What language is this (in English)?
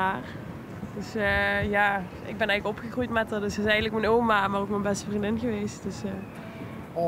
Dutch